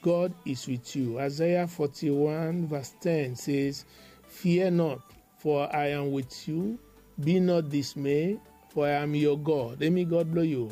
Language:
Bislama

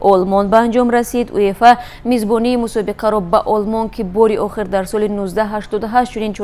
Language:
Tajik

